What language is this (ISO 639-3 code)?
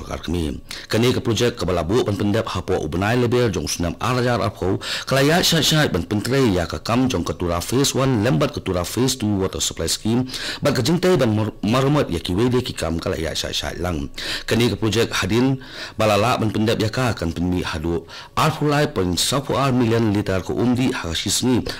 kha